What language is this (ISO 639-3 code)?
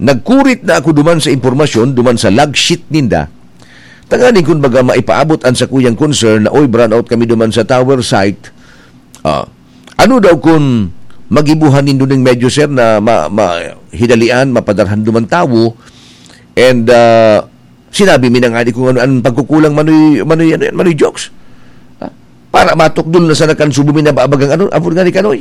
bik